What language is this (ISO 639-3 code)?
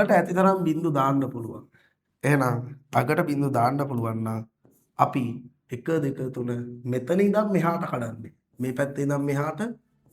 sin